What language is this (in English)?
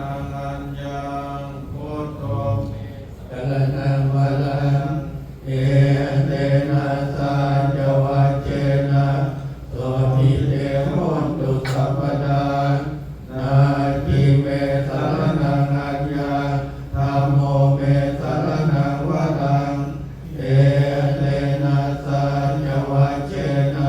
Pali